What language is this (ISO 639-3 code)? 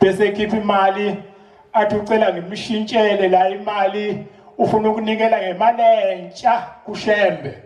zul